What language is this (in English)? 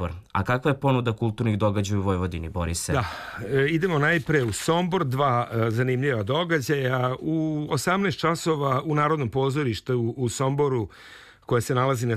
Serbian